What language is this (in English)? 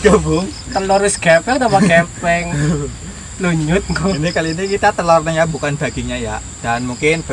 Indonesian